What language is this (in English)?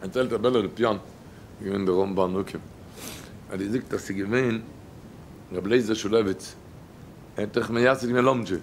Yiddish